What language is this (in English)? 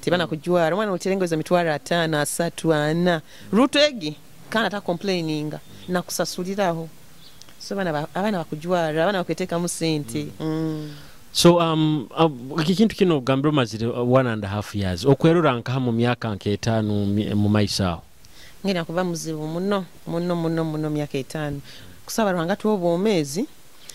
Nyoro